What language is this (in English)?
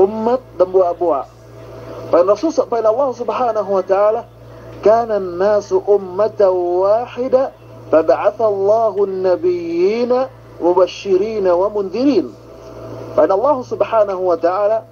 Yakan